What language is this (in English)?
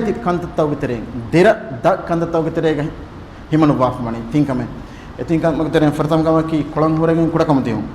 Divehi